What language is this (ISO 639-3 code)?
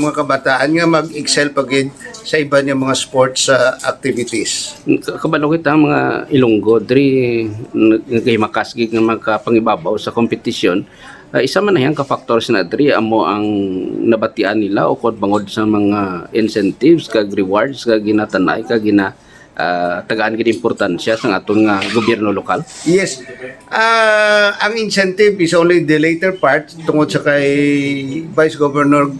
hil